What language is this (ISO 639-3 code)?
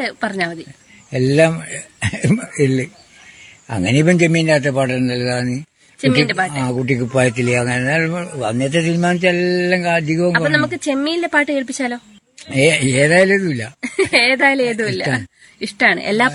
mal